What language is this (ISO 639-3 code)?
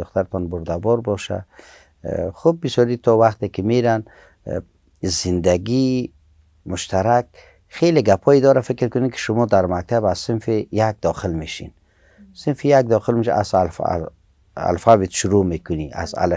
tgk